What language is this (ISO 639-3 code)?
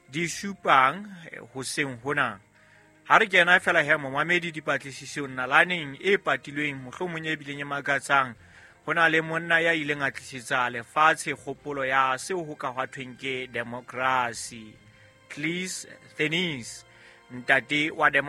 sot